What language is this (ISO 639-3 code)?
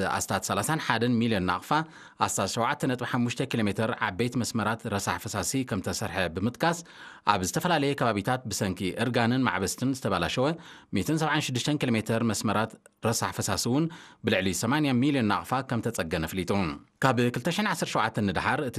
tir